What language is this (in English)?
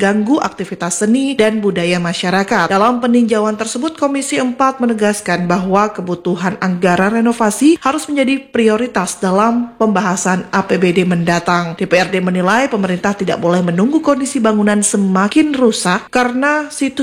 Indonesian